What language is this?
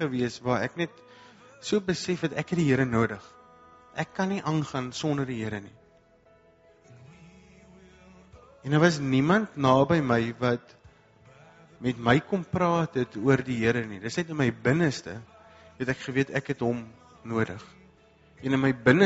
Afrikaans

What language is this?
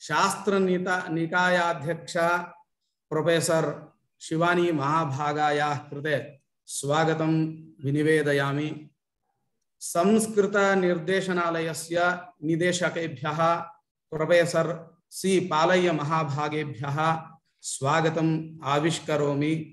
Sanskrit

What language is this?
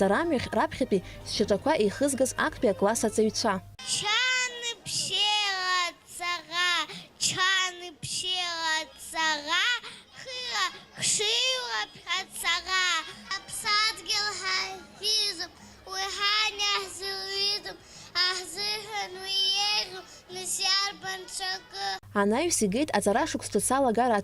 Abkhazian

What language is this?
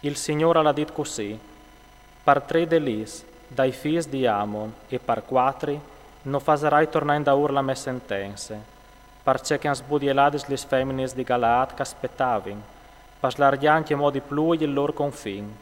Friulian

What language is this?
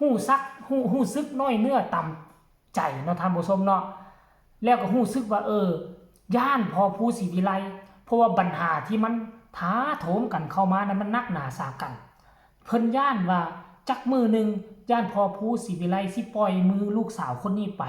Northeastern Thai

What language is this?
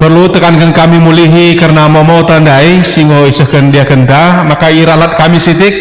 Batak Karo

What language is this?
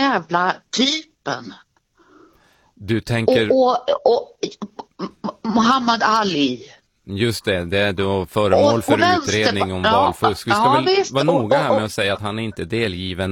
Swedish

